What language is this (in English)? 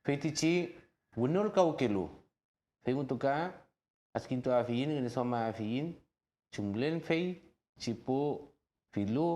Mapuche